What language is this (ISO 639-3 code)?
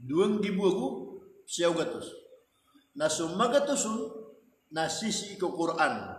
mrw